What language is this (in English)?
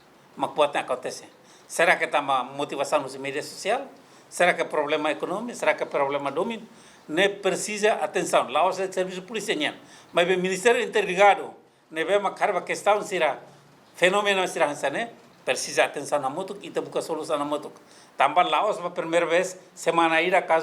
Tetum